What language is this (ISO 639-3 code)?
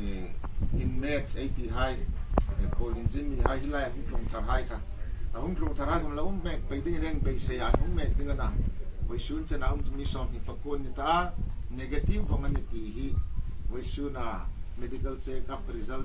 hmr